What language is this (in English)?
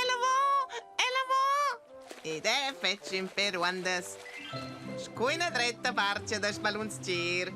Romansh